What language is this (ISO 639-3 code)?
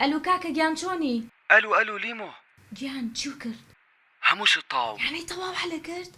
ckb